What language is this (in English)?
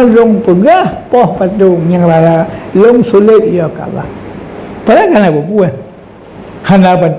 Achinese